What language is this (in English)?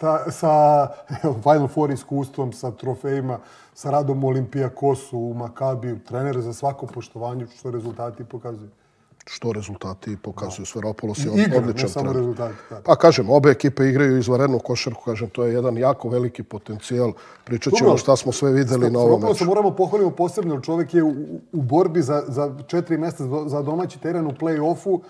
Serbian